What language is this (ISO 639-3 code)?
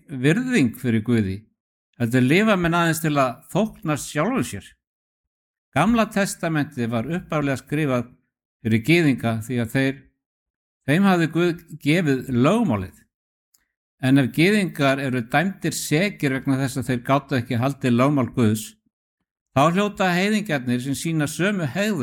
isl